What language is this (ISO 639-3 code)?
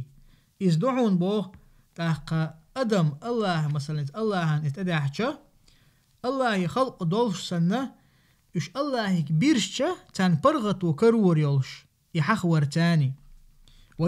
che